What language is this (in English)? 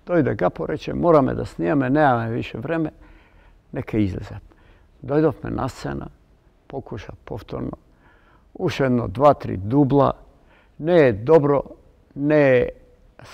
Macedonian